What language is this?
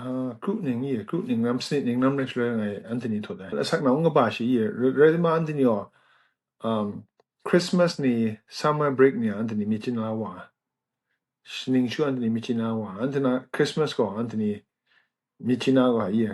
Kachin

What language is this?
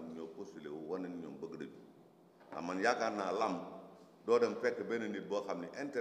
Wolof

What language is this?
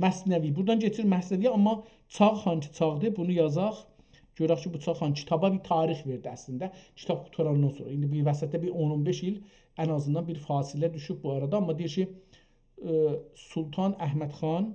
South Azerbaijani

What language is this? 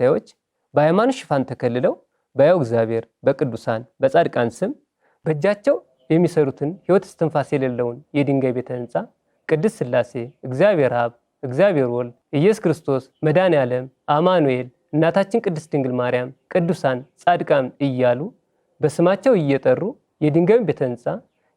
Amharic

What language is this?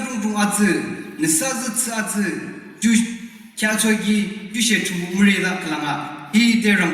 Yimchungru Naga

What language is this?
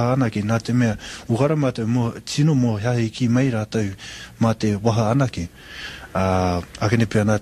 Māori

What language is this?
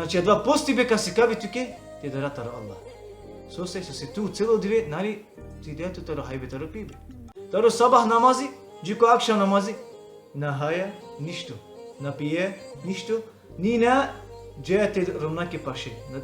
Balkan Romani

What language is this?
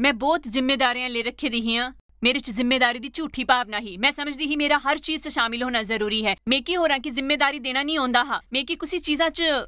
Dogri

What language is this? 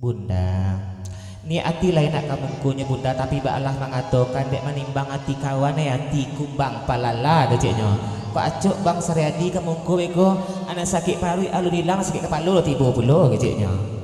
Minangkabau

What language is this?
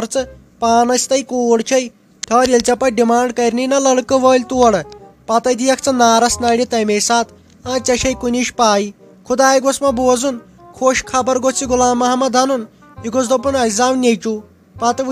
Kashmiri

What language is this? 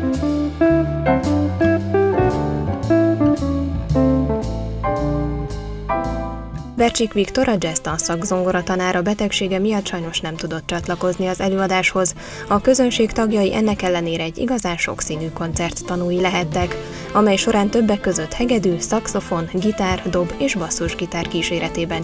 Hungarian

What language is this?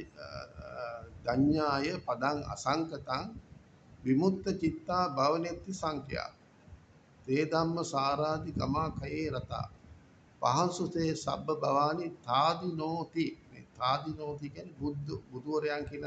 Sinhala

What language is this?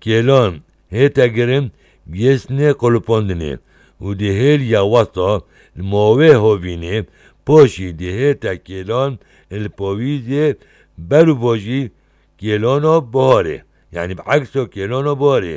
Kurdish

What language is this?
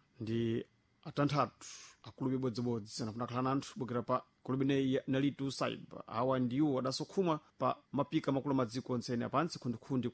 Sena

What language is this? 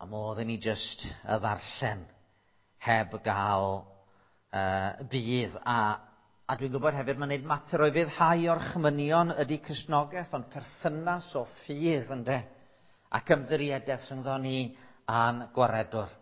Welsh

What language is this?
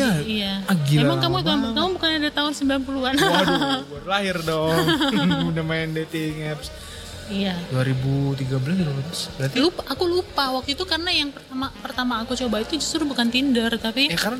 Indonesian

